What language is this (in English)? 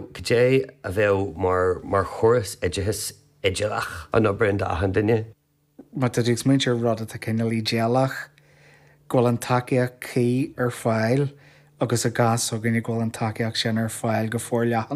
Irish